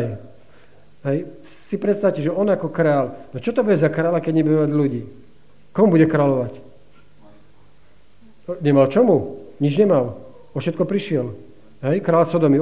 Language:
Slovak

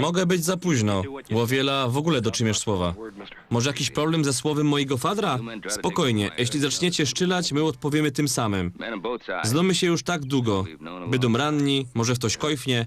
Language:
Silesian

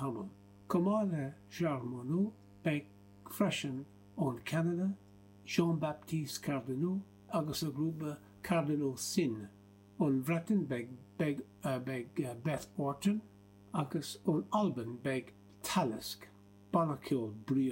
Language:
Irish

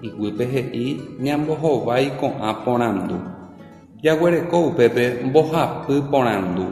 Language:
Guarani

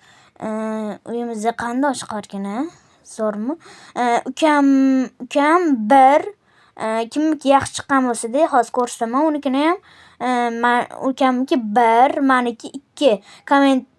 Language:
Uzbek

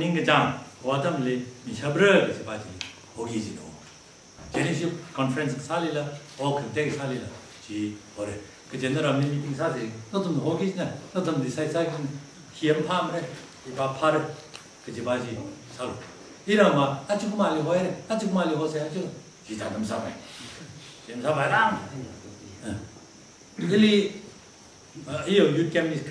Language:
Tangkhul Naga (India)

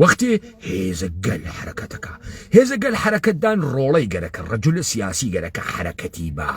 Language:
Central Kurdish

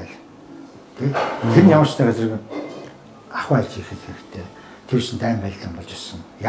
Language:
Mongolian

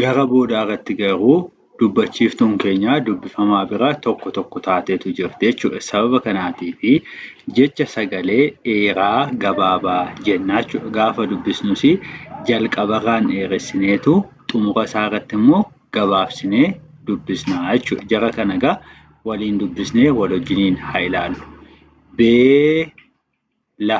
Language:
Oromo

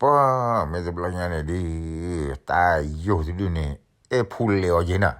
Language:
S'gaw Karen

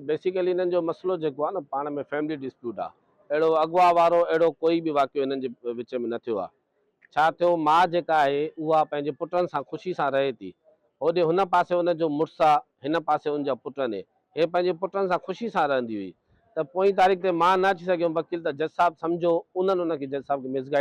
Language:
Sindhi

